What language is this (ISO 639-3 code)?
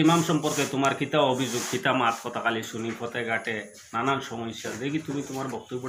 syl